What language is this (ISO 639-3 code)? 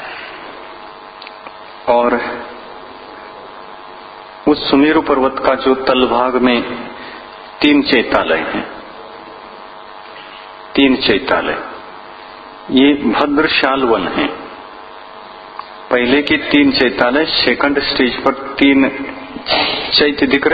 hin